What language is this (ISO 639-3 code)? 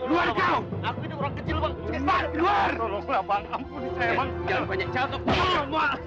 bew